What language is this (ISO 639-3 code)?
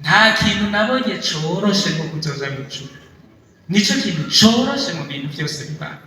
run